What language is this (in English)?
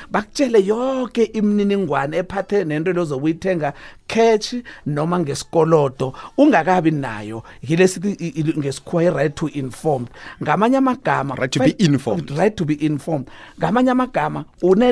South Ndebele